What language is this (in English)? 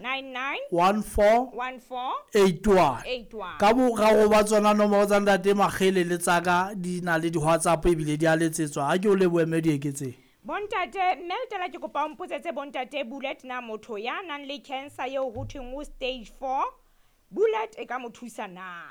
Southern Sotho